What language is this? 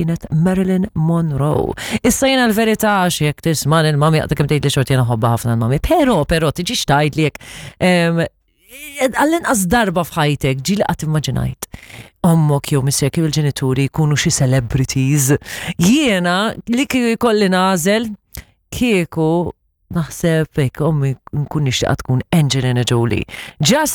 Maltese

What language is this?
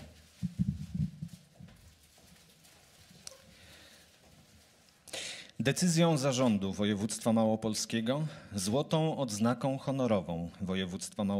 Polish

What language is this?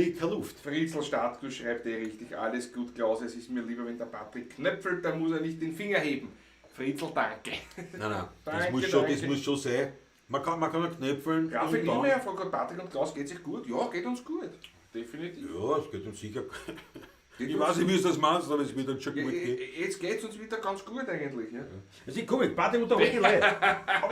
Bavarian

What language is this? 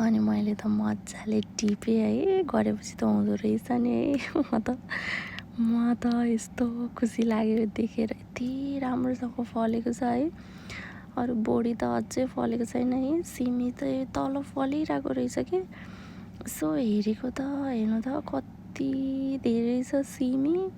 Nepali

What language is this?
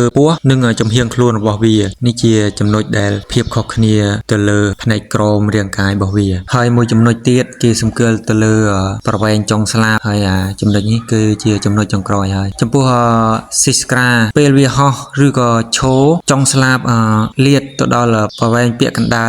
Khmer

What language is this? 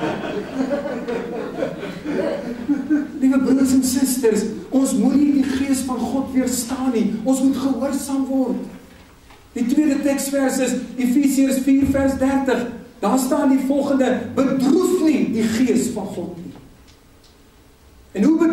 Afrikaans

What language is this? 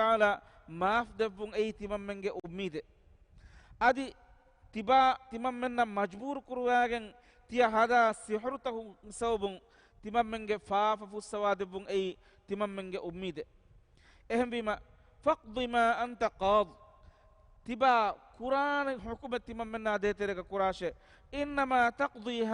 Divehi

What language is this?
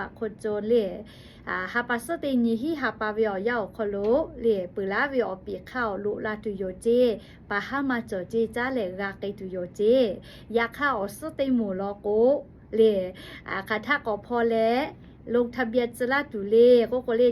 Lahu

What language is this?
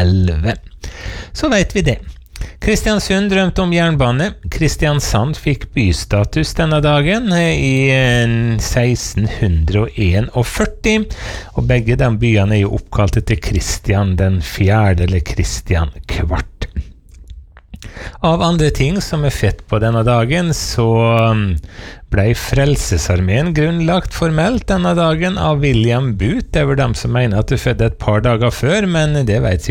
Norwegian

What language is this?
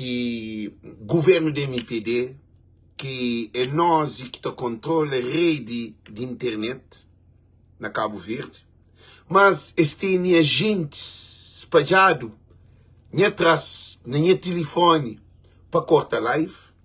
Kabuverdianu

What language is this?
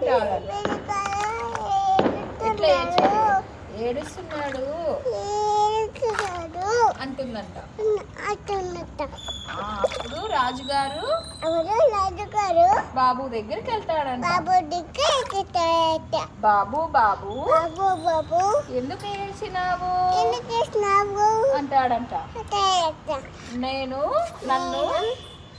Telugu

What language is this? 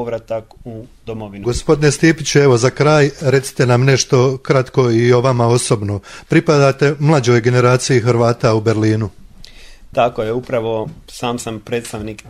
Croatian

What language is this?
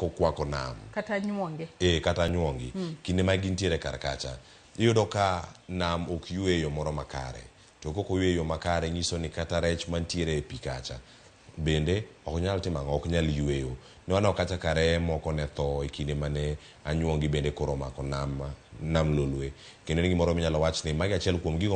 Luo (Kenya and Tanzania)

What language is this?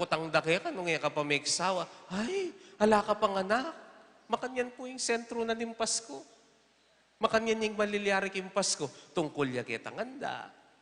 Pampanga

